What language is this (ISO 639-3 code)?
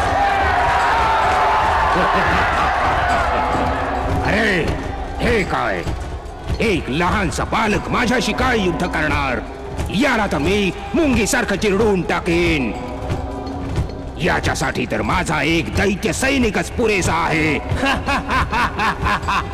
mar